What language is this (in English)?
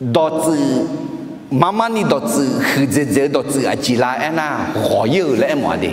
Akha